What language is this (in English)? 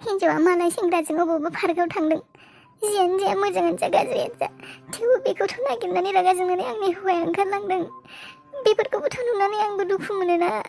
Bodo